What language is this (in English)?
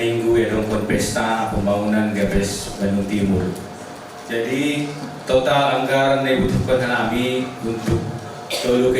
Batak Simalungun